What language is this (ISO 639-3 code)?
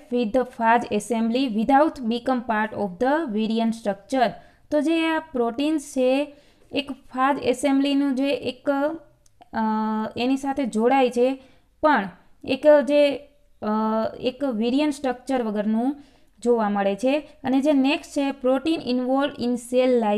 guj